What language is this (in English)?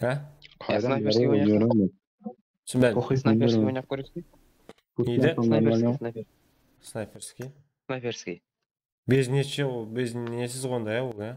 Kara-Kalpak